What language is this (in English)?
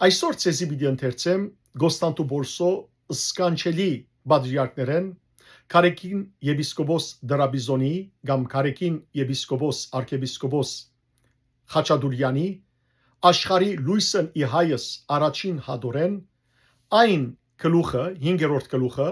Western Armenian